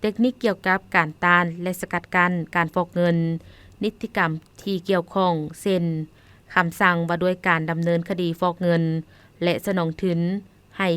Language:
Lao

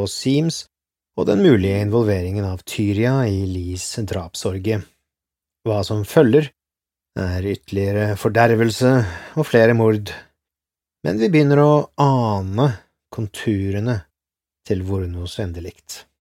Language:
Norwegian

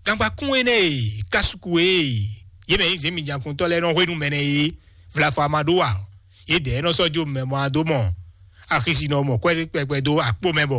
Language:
Fon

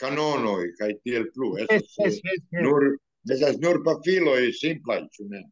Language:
Esperanto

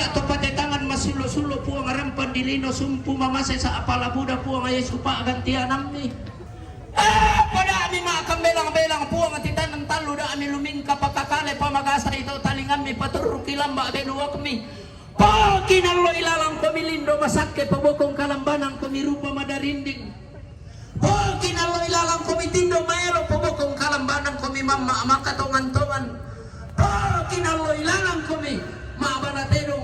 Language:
Toraja-Sa'dan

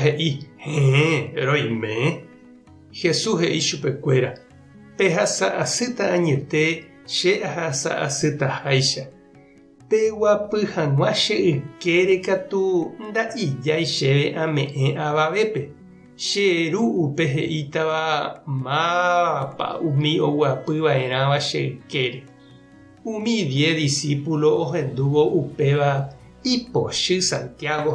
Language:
Guarani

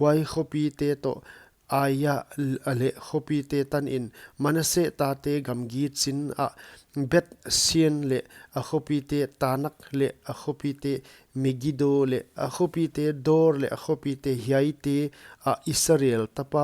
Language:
Paite Chin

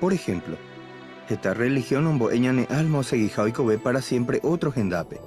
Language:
Guarani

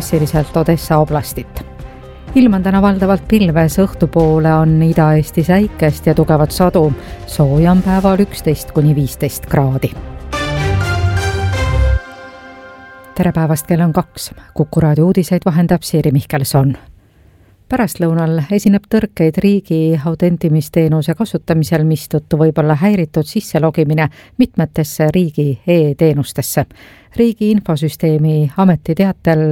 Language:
Estonian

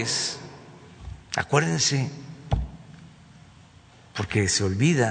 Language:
Spanish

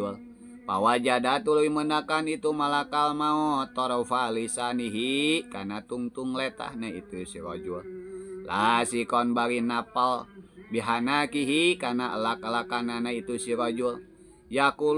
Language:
Sundanese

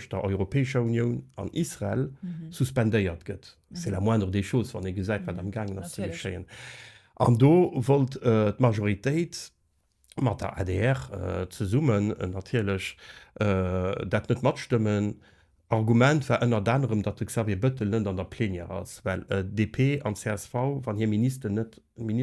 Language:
Luxembourgish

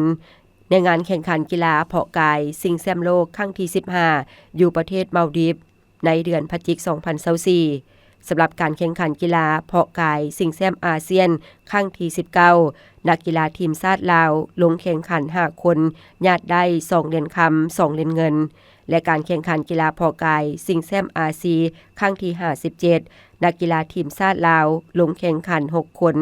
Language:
Lao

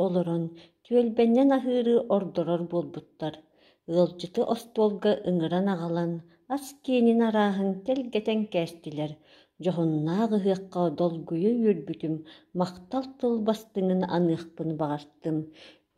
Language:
Yakut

